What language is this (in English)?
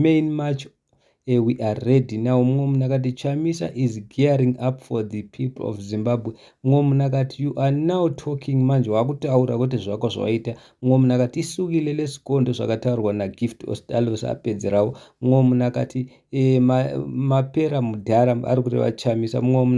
Shona